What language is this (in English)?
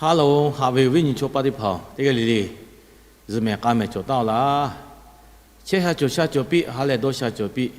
Lahu